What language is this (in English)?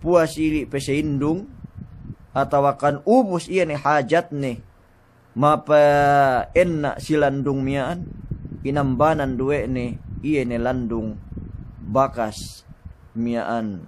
Yakan